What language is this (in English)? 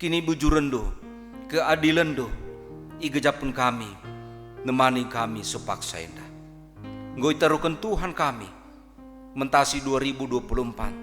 Batak Karo